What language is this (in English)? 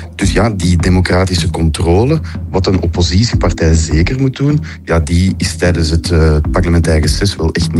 Dutch